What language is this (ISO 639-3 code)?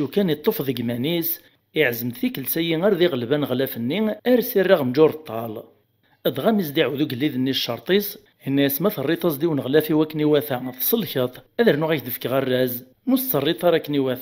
kab